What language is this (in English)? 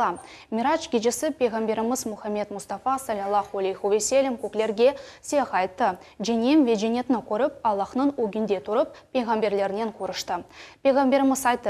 Crimean Tatar